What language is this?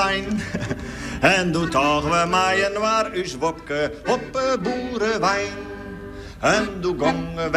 Western Frisian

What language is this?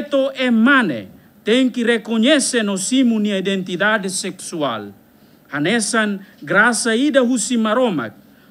Tetum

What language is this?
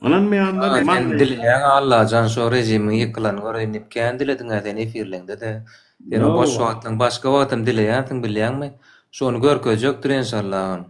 Turkmen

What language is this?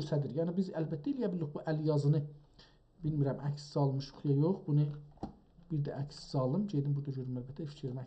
South Azerbaijani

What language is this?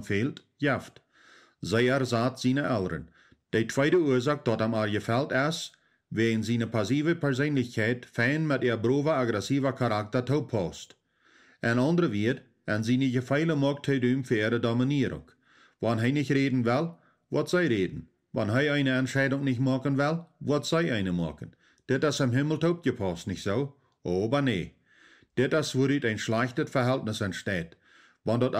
Plautdietsch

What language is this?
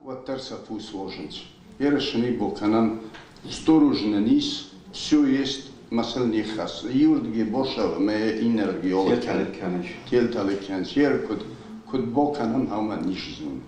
Ossetic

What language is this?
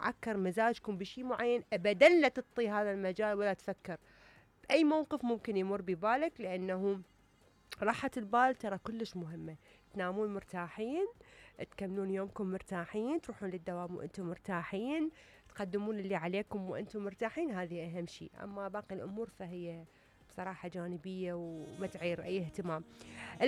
Mesopotamian Arabic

